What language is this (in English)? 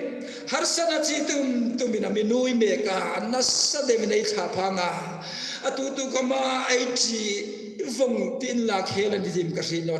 Hmar